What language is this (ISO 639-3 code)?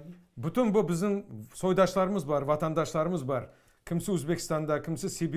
crh